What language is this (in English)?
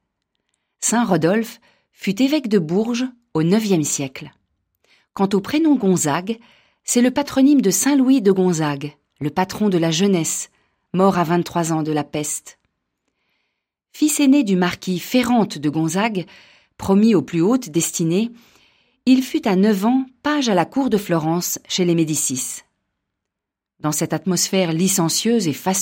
French